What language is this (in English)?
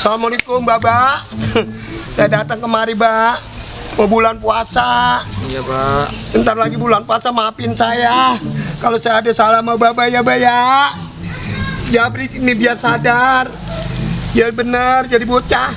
Betawi